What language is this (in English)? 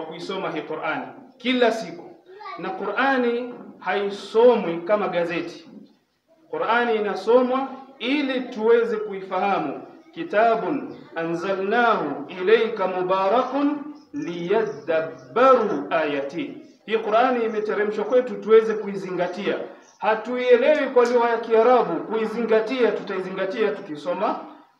Swahili